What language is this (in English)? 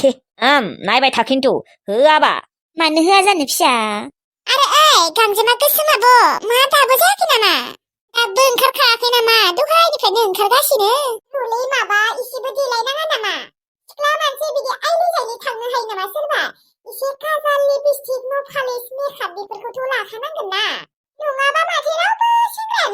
Bodo